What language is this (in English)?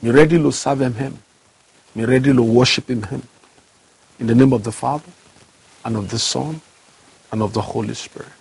Bislama